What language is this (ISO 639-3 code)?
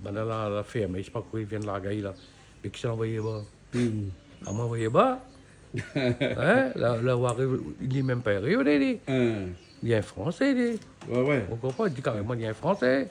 rcf